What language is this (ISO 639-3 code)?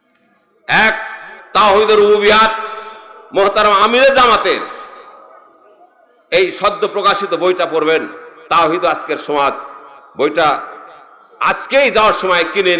ben